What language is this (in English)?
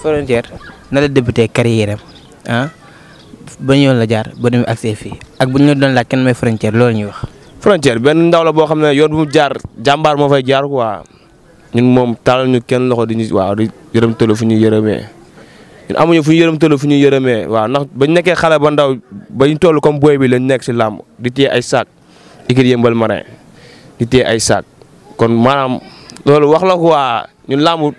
Wolof